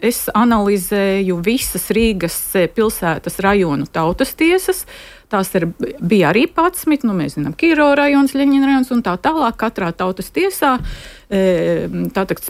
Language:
Latvian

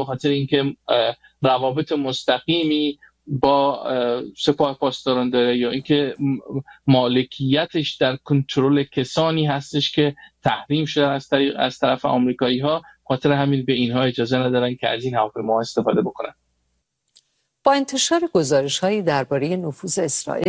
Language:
Persian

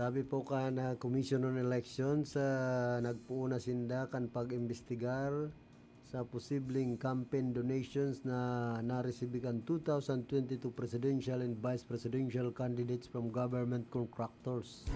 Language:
Bikol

